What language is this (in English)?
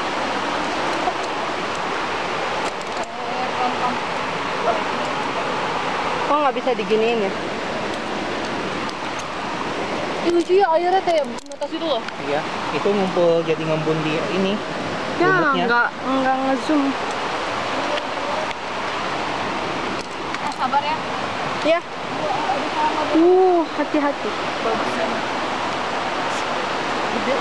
Indonesian